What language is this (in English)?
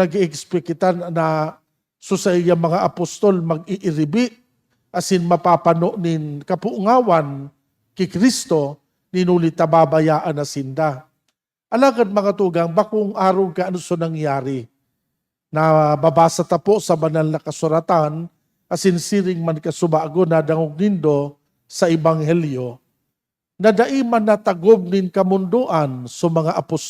Bikol